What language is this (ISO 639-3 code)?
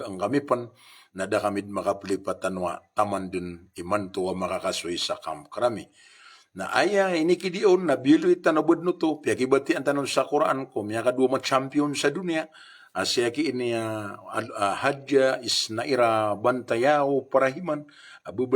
mrw